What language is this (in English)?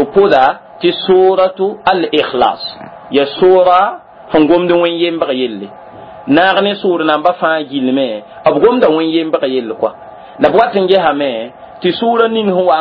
Mossi